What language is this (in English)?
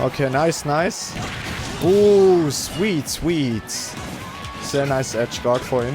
Swiss German